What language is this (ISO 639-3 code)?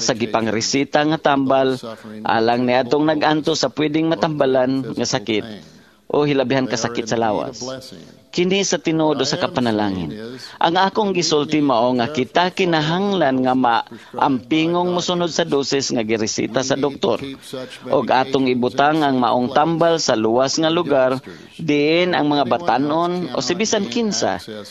ceb